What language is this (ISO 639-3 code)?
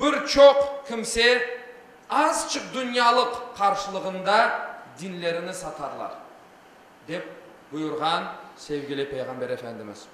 crh